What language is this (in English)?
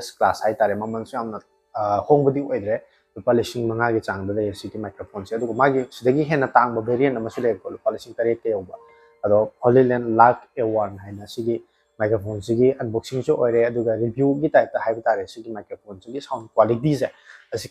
Manipuri